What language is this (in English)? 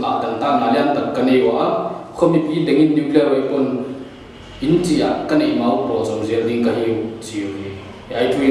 Paite Chin